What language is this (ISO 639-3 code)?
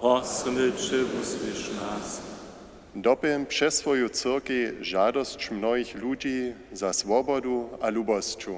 hsb